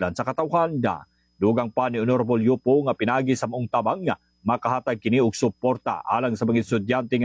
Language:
Cebuano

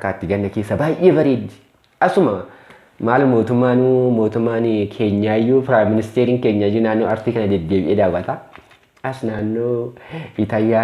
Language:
Oromo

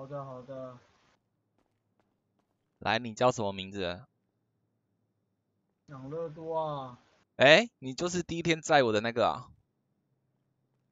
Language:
Chinese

